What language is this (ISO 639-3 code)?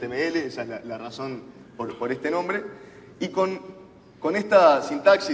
spa